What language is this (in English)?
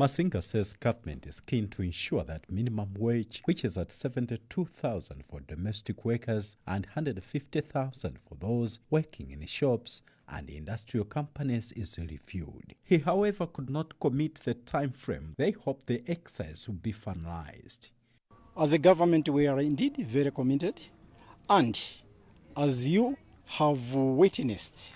English